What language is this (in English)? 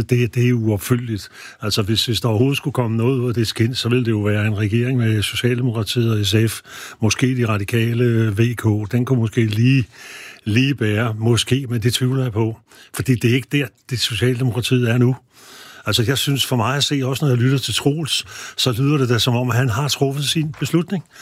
Danish